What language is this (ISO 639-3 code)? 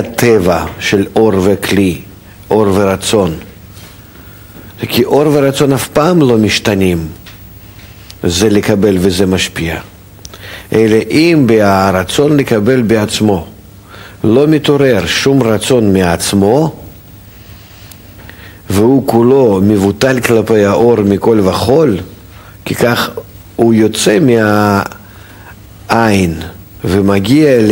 heb